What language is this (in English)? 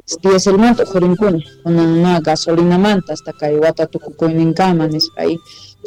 South Bolivian Quechua